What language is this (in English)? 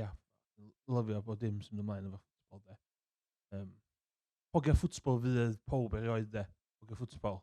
Welsh